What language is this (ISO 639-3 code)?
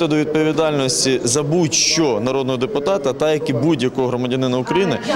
ukr